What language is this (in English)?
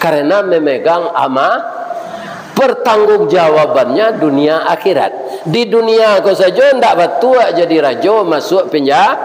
Minangkabau